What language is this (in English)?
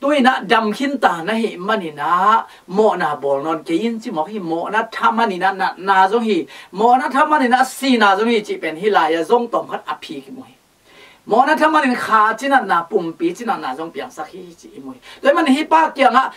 Tedim Chin